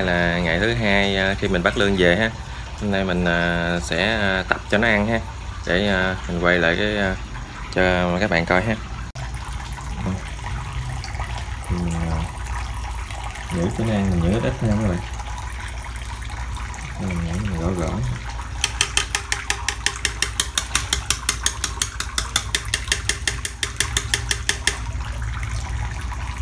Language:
Vietnamese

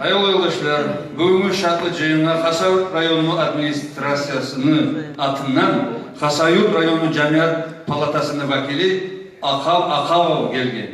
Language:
Kumyk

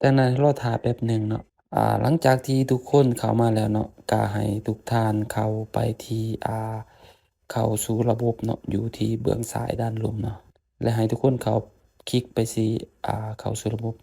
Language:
Lao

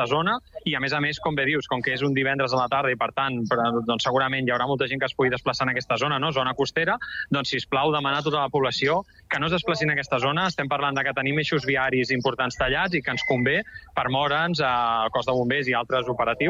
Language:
Catalan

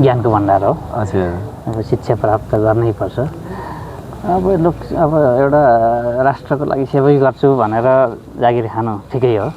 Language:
Nepali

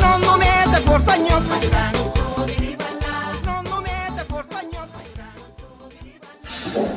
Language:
Kabuverdianu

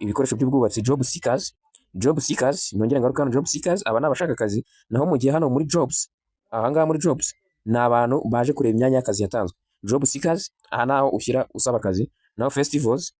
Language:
Kinyarwanda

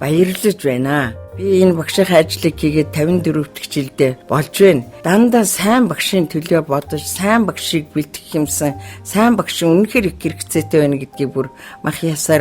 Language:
Mongolian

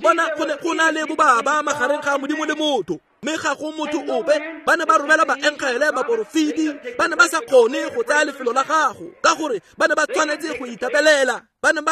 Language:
Tswana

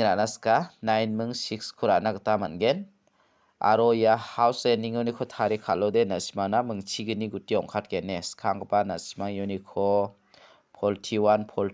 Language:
Garo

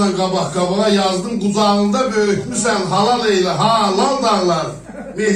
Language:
South Azerbaijani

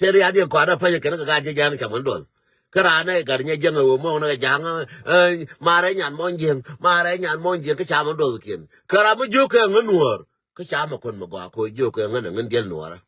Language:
Nuer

